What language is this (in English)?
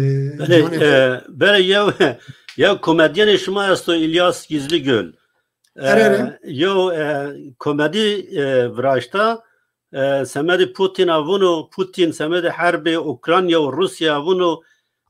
Zaza